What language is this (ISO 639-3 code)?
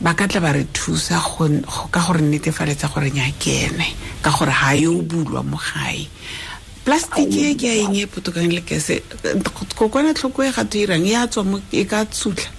tsn